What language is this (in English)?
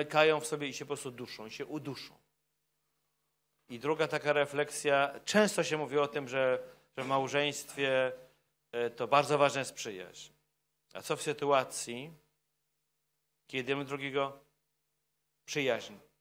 Polish